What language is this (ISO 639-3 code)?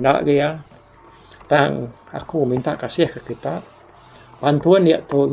iba